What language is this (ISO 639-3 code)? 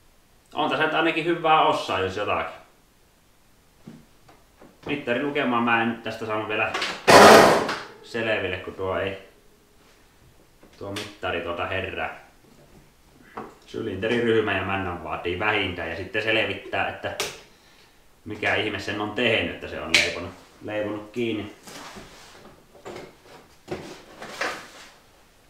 fin